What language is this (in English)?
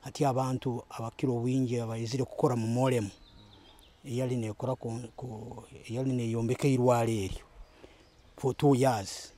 Nyoro